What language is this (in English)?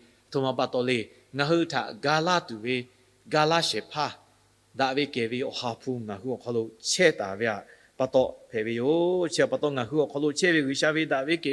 Lahu